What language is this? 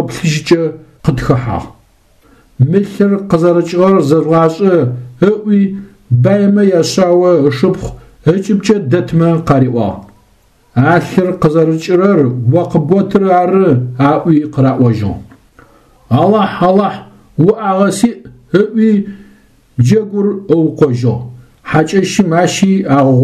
Adyghe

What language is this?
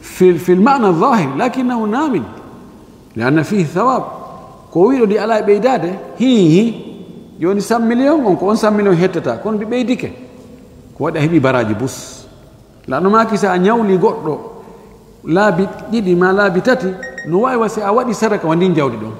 Fula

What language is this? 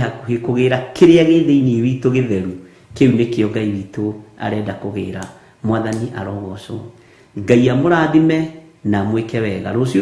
Kikuyu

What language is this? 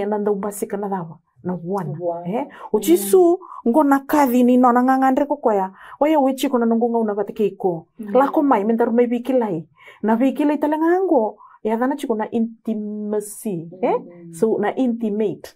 Fijian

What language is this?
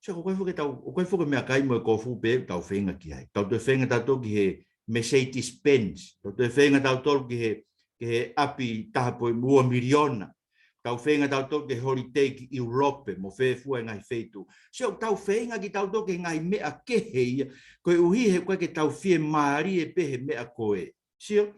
Tongan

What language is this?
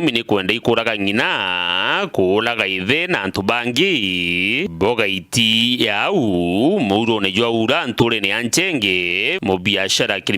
Meru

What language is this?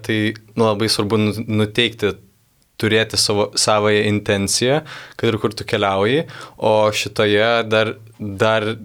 Lithuanian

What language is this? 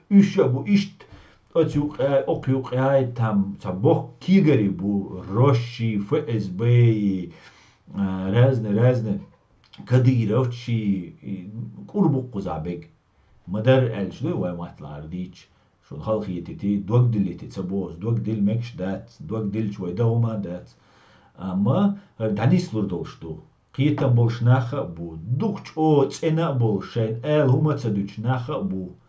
Chechen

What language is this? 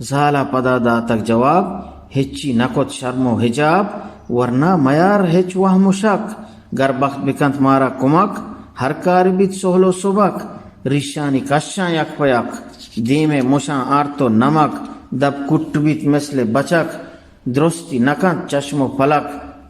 Eastern Balochi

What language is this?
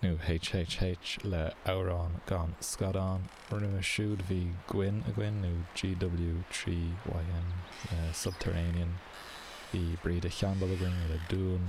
Irish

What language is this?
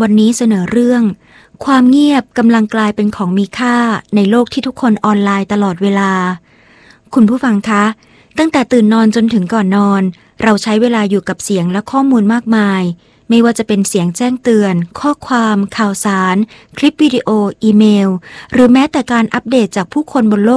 Thai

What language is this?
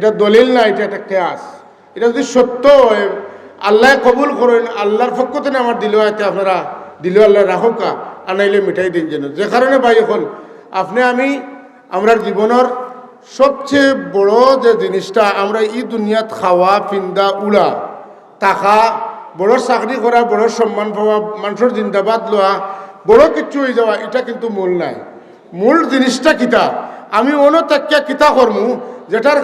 Sylheti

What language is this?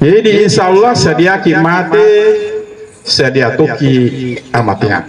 Buginese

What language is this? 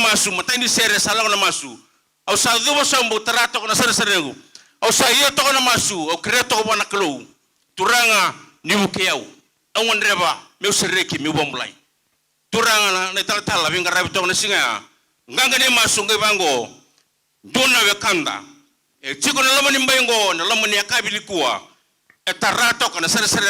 Fijian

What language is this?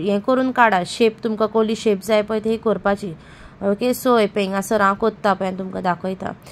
Konkani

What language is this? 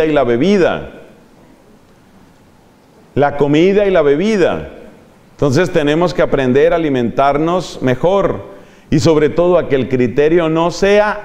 Spanish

